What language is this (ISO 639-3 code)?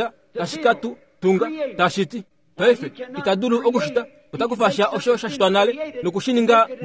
kua